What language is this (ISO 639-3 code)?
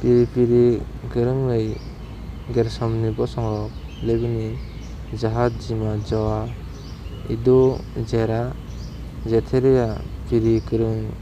trp